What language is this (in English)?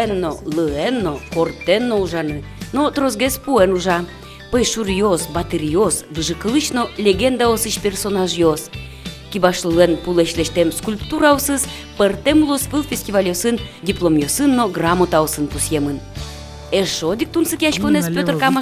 Udmurt